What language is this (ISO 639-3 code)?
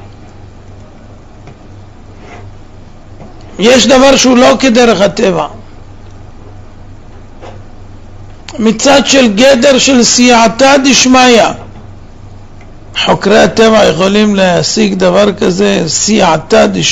heb